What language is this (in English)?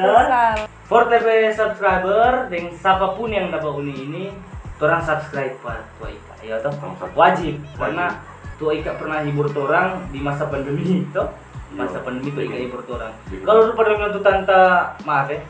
Manado Malay